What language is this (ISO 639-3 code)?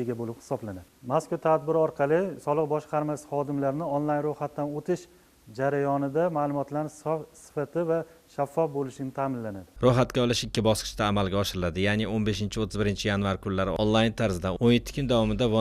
uzb